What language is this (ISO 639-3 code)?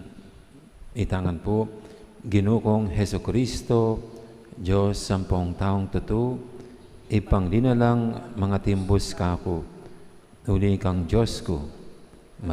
pam